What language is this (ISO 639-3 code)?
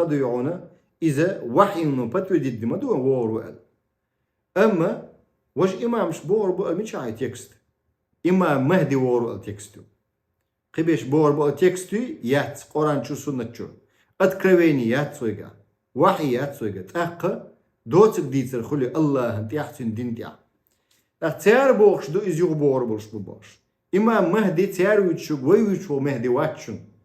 che